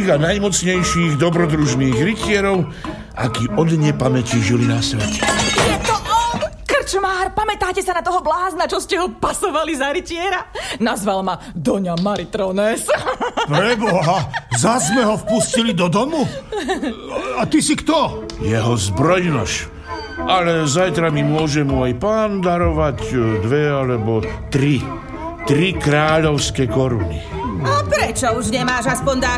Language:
Slovak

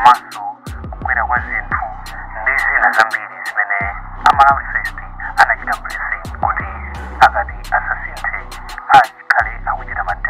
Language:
Nyanja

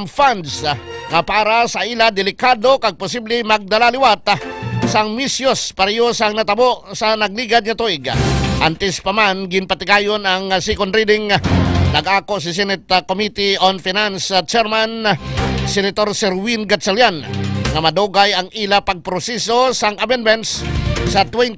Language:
Hiligaynon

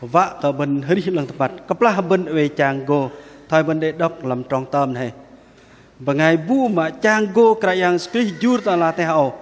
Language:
Bahnar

